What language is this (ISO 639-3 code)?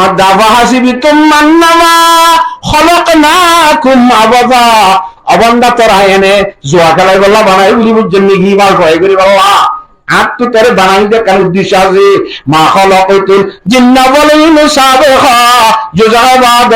rhg